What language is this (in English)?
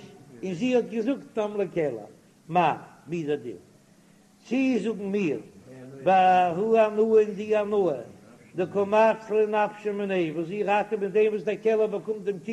Yiddish